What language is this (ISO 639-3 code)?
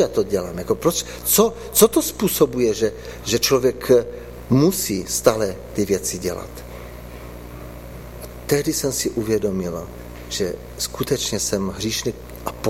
ces